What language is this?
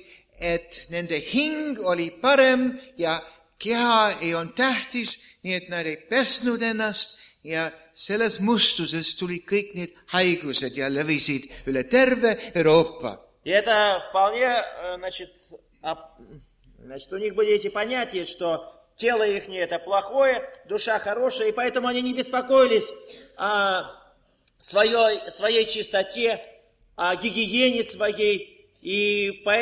Estonian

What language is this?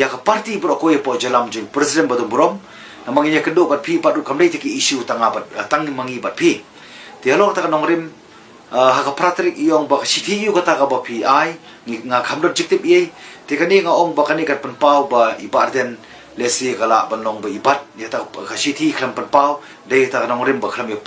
Khasi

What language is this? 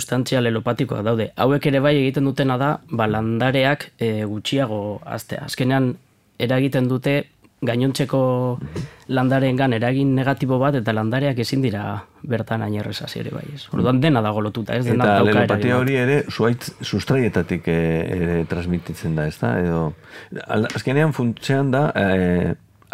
Basque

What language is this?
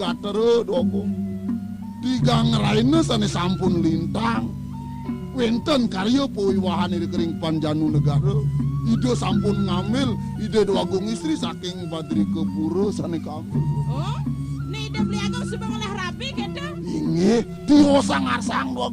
Balinese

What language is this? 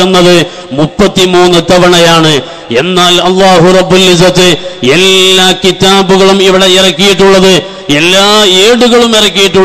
Malayalam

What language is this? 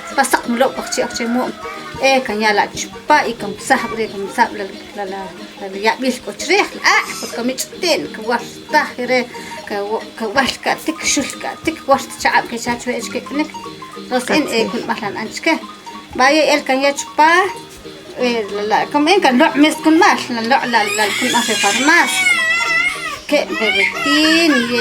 Achi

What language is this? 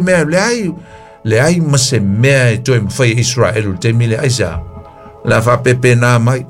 Samoan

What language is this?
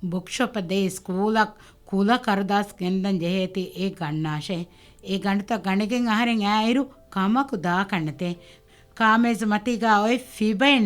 Divehi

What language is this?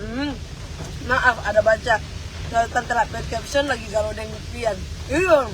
Manado Malay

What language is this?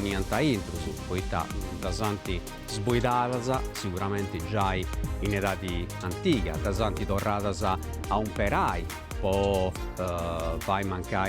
Sardinian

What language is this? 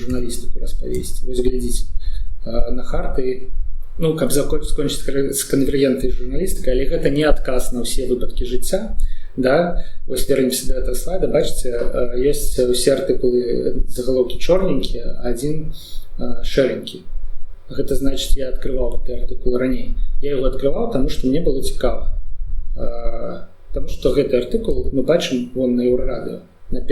Belarusian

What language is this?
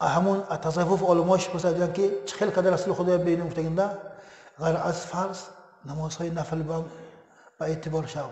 Tajik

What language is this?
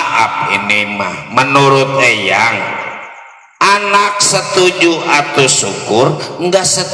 Betawi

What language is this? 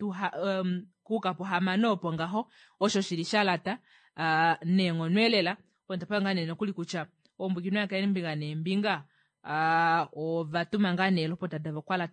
Kuanyama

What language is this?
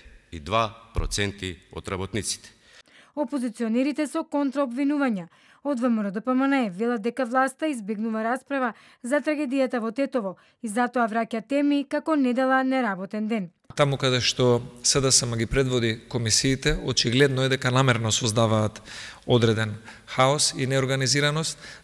Macedonian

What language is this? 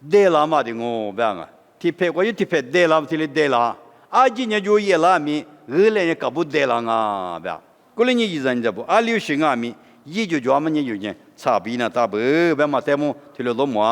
Lisu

